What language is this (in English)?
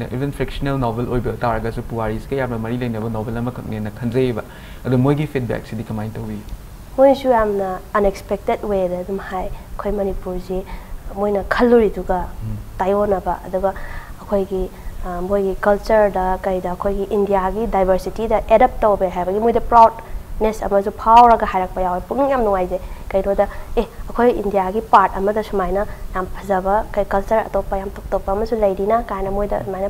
Manipuri